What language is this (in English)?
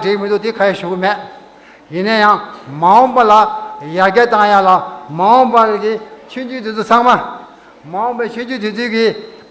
Tibetan